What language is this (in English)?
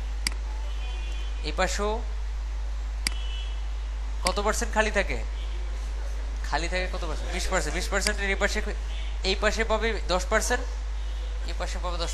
Bangla